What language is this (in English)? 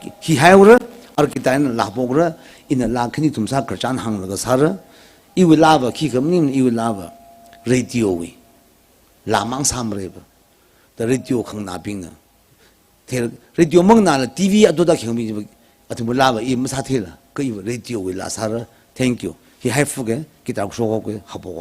Tangkhul Naga (India)